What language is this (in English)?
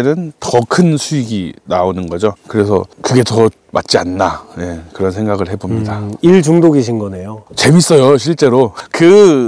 Korean